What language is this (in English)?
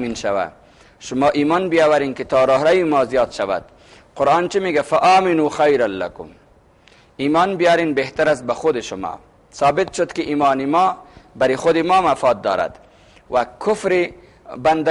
Persian